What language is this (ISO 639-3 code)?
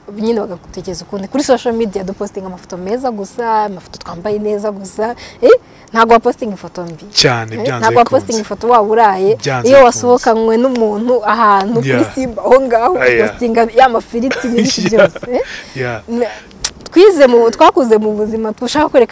kin